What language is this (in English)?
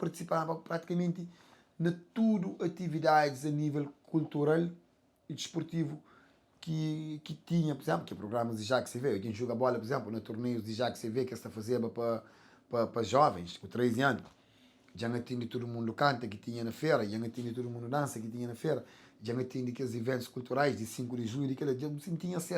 Kabuverdianu